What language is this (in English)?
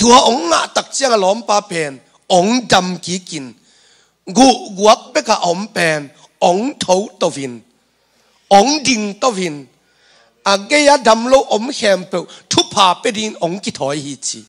Tedim Chin